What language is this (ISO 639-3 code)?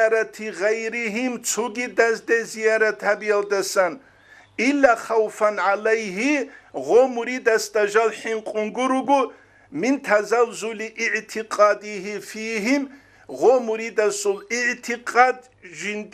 ava